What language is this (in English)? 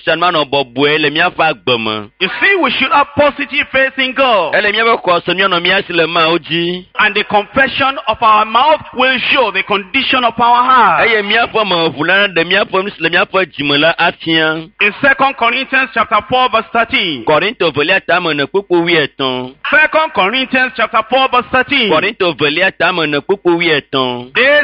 Ewe